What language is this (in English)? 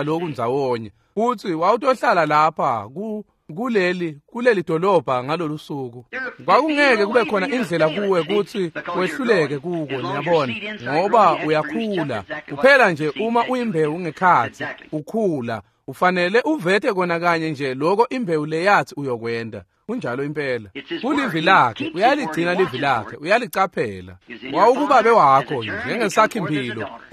Swati